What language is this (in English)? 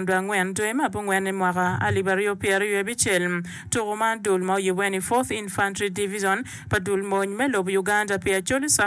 Acoli